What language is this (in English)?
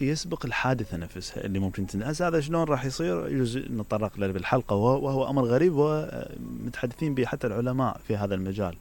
Mesopotamian Arabic